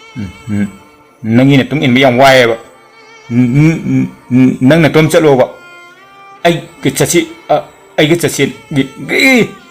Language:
Manipuri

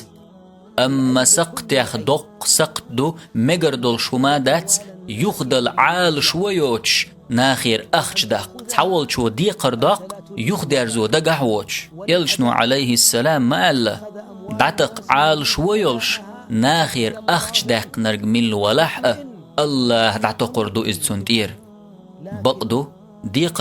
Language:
Chechen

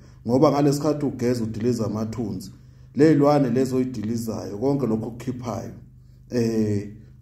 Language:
Zulu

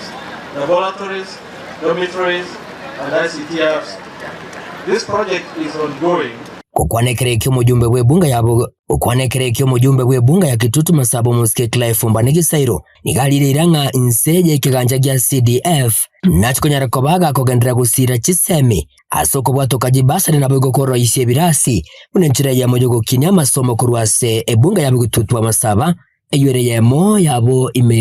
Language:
Gusii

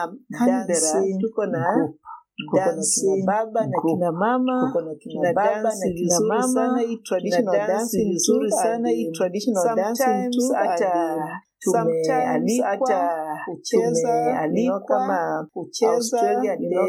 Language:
Swahili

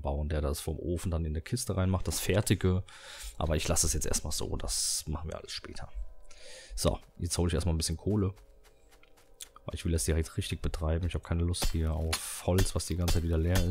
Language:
German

